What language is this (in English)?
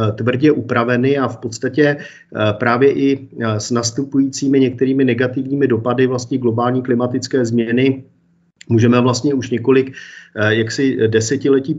Czech